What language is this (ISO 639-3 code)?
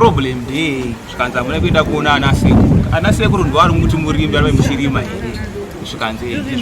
sna